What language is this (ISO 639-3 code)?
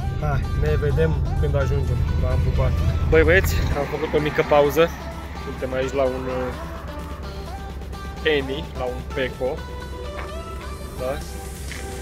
ron